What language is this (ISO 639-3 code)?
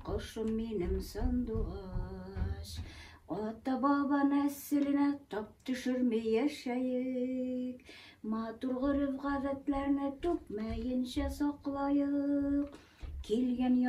bak